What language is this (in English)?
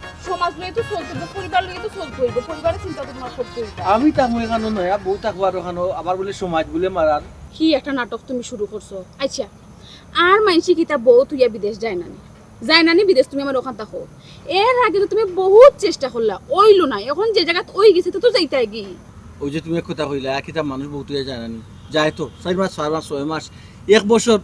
Sylheti